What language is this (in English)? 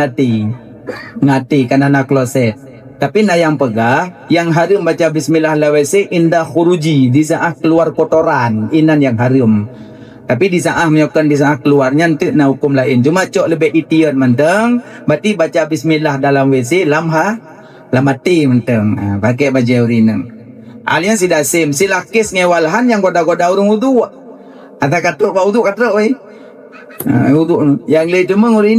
Achinese